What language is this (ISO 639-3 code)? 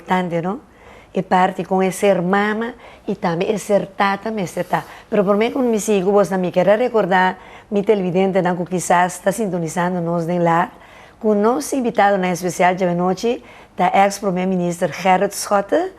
pap